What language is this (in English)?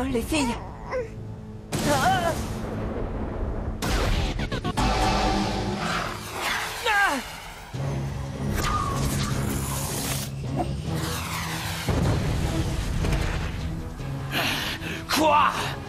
French